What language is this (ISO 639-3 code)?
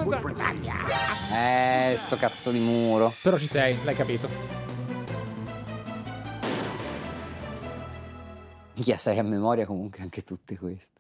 ita